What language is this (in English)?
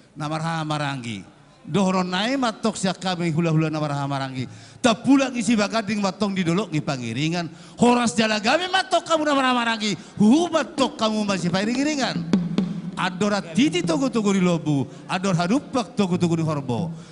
Batak Toba